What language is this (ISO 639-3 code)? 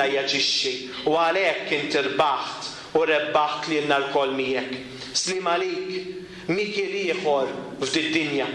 mlt